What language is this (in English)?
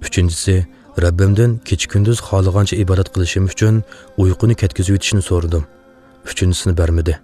Uyghur